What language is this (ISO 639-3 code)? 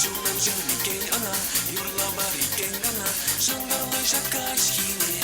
chv